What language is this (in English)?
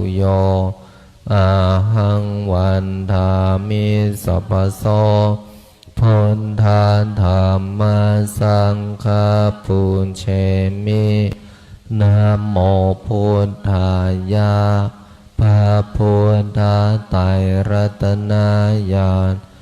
Pali